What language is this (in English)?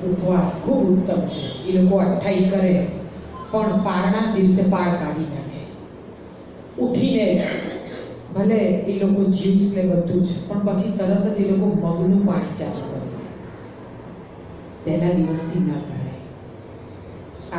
Gujarati